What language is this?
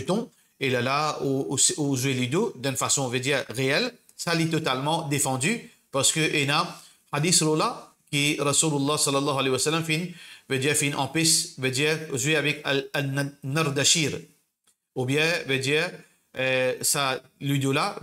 Morisyen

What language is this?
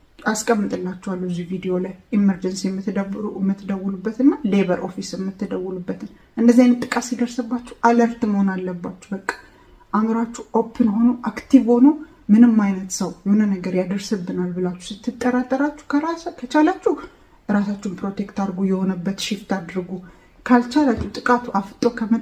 Amharic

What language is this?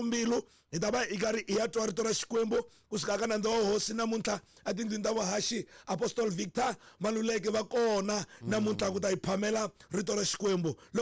Tsonga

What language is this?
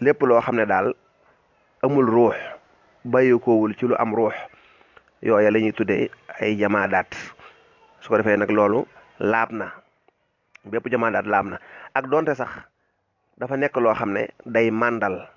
Wolof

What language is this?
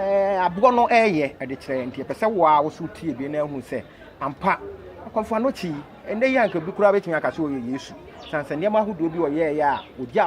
Akan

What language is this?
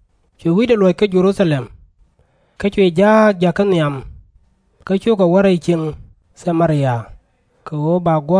Nuer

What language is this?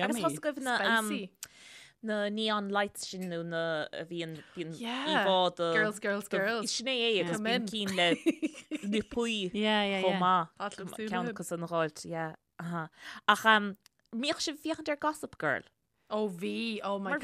Irish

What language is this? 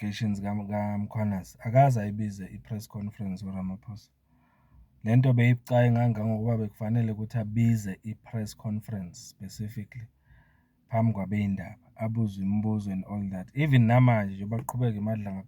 Zulu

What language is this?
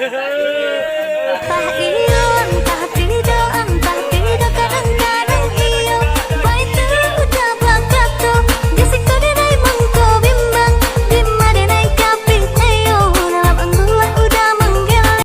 Minangkabau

